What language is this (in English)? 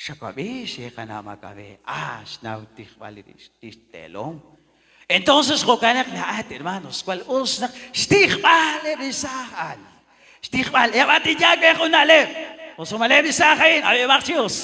Kekchí